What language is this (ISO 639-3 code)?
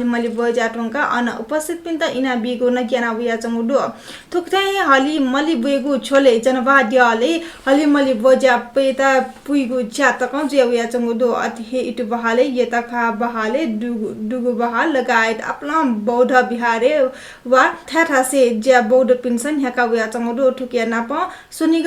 new